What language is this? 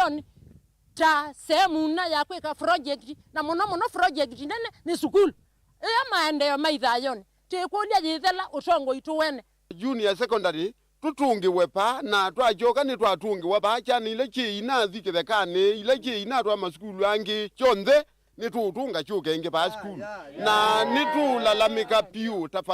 Kamba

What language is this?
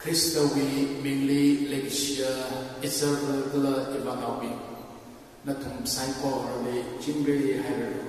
Tangkhul Naga (India)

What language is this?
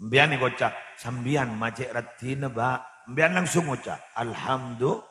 Madurese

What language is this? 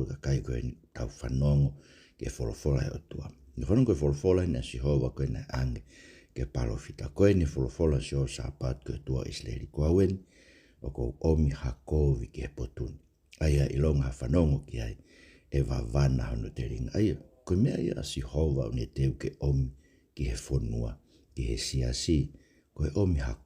Tongan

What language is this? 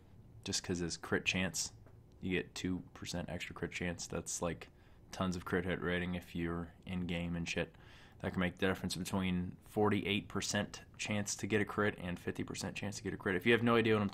English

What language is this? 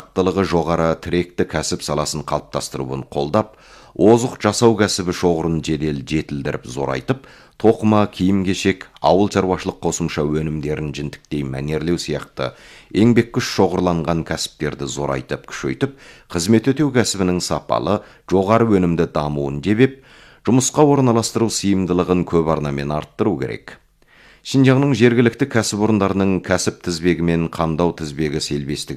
Kazakh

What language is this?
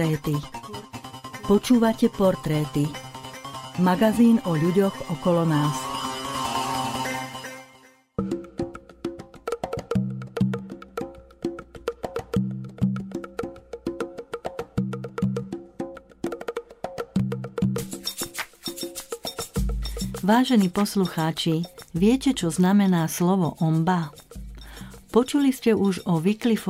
Slovak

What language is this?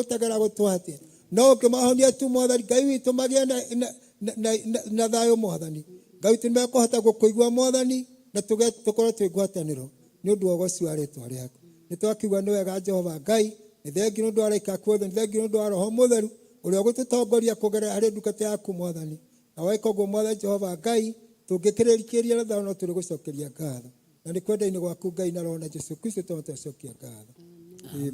Kikuyu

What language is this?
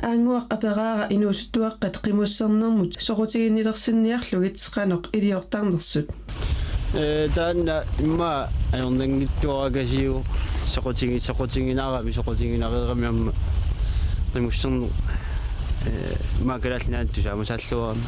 Kalaallisut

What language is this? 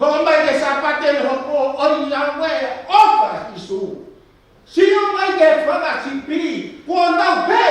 Tongan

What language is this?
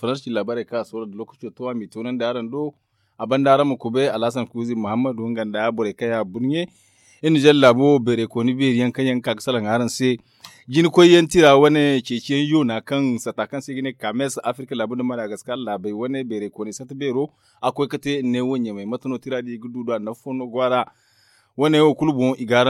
Zarma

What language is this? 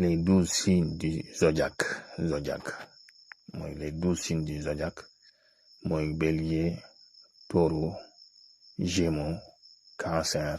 Wolof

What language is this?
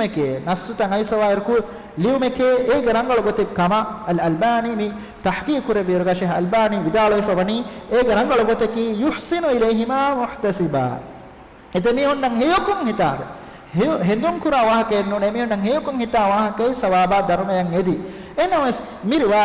Divehi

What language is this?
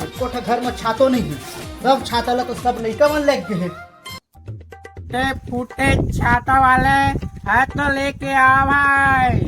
Chhattisgarhi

